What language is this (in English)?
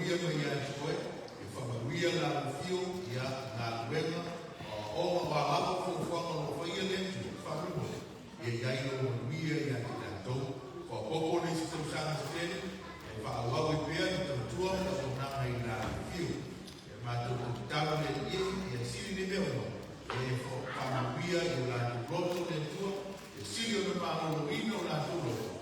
Samoan